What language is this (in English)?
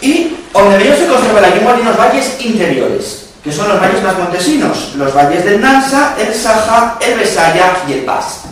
Asturian